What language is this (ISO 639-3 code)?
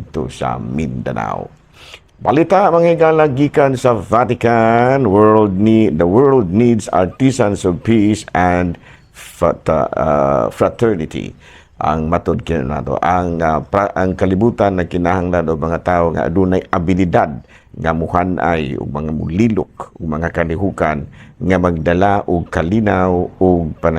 ceb